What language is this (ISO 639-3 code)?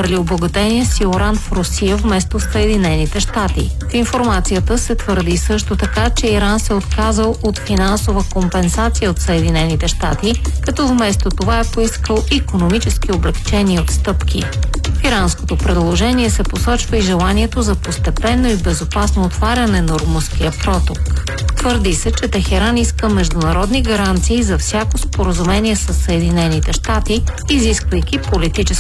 bul